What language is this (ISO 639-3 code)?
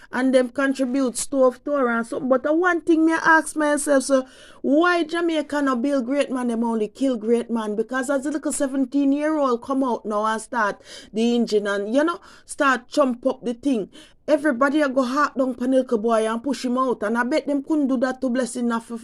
jam